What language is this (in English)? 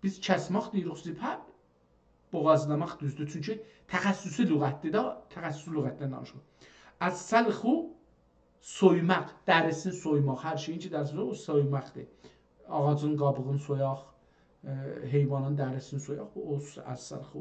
South Azerbaijani